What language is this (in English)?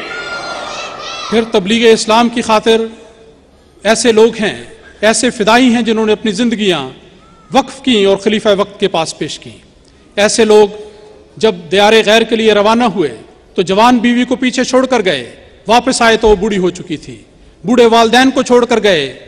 Urdu